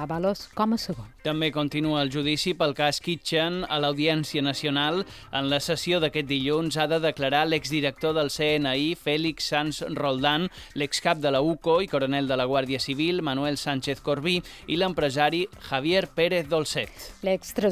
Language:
Catalan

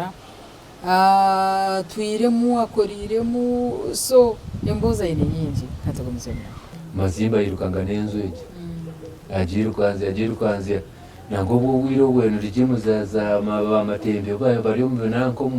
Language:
Nyankole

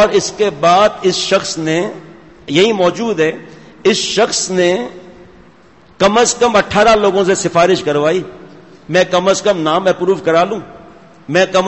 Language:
Urdu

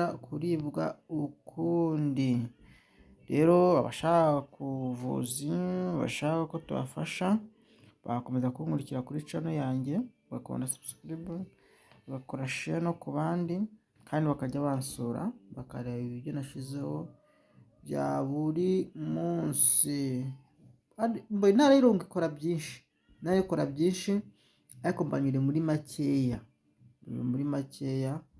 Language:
Kinyarwanda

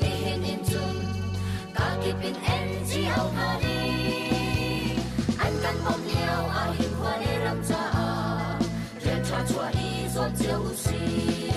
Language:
Hakha Chin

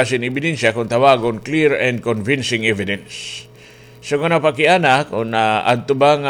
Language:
Waray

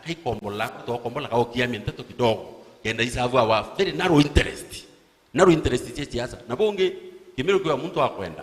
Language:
Meru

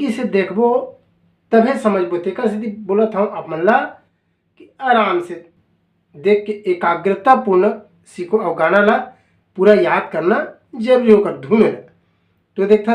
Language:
Chhattisgarhi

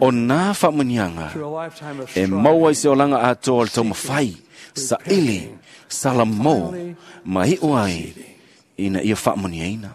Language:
Samoan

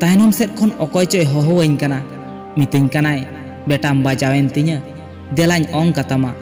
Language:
Santali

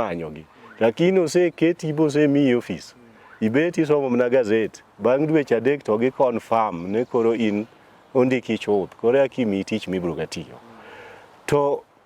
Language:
Luo (Kenya and Tanzania)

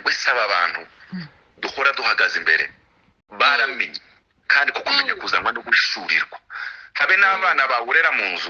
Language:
Kinyarwanda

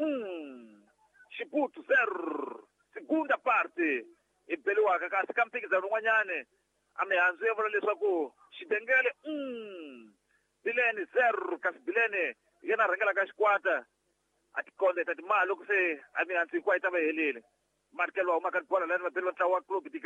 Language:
Tsonga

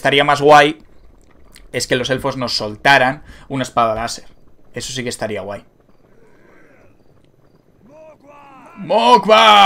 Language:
Spanish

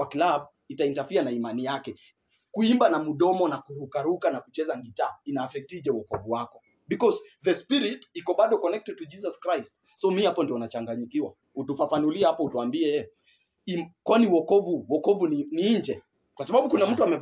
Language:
Swahili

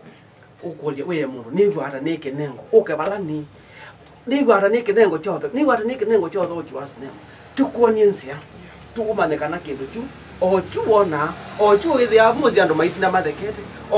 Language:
Kamba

